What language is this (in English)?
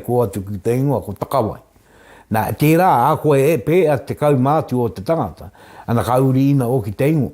Māori